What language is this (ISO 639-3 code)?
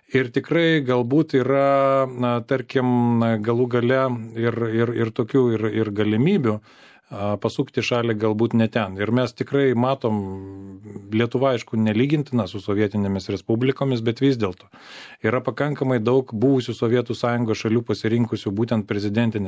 lit